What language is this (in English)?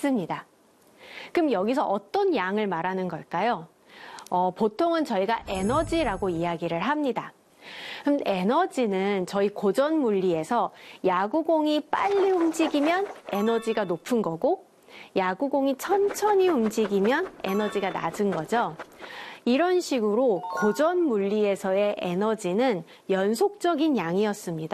Korean